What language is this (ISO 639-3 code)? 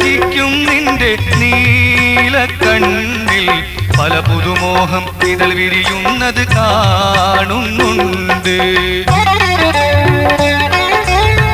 mal